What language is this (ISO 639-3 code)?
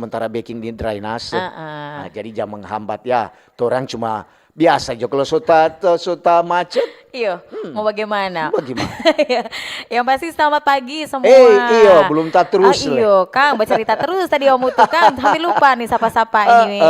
xmm